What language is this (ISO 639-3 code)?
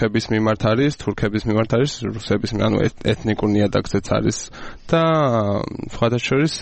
kat